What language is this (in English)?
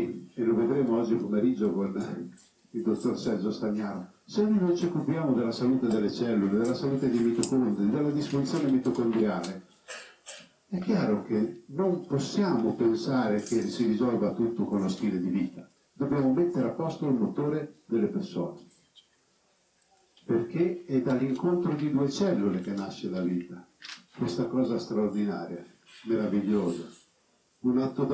Italian